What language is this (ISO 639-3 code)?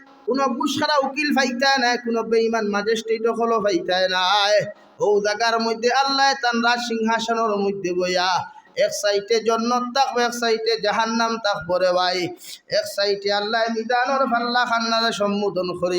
syl